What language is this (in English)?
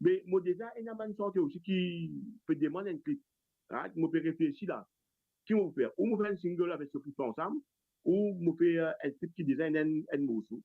Morisyen